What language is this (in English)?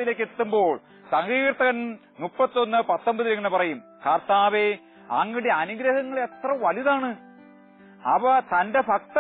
Malayalam